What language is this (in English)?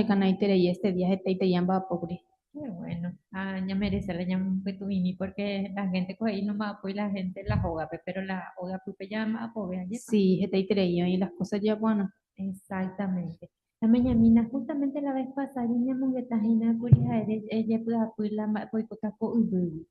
Guarani